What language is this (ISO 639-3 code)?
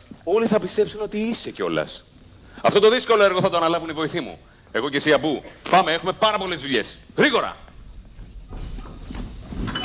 ell